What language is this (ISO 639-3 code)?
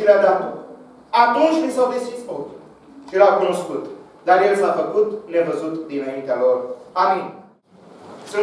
ron